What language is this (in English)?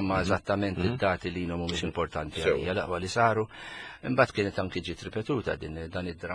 Maltese